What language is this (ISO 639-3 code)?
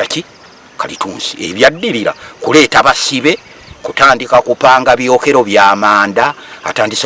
lug